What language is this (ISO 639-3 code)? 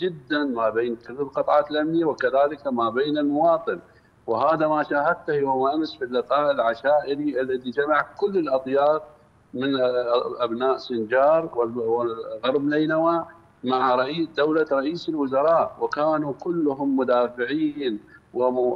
ara